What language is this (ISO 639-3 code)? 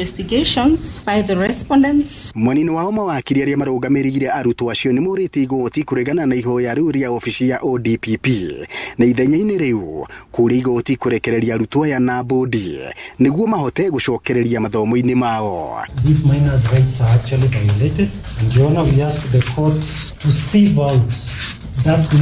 kik